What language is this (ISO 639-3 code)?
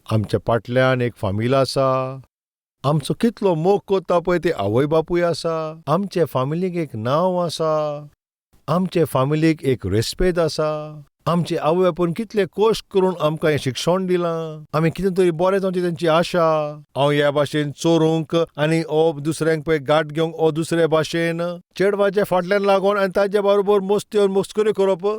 kok